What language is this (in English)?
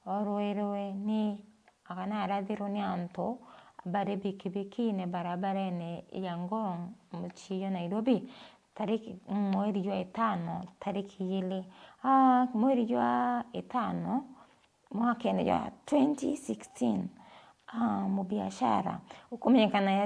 Meru